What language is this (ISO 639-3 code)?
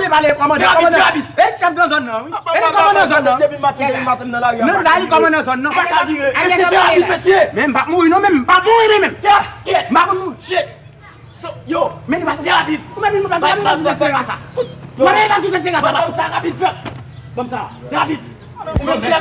hat